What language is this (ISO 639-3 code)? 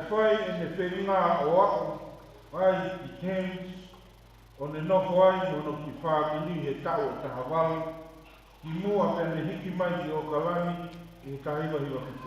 ton